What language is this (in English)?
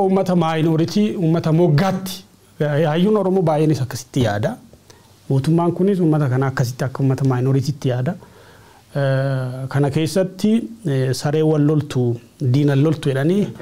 Oromo